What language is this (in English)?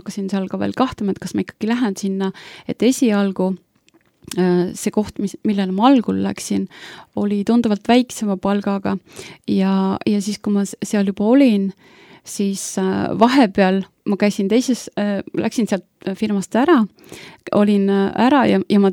Estonian